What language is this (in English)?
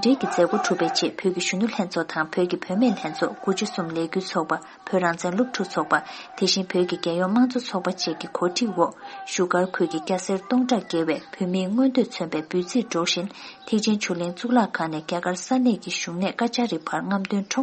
Tibetan